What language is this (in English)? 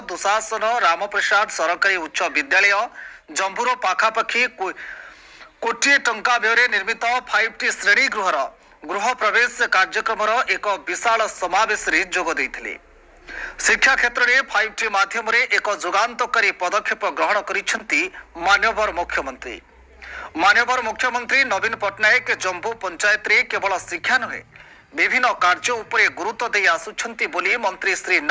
Odia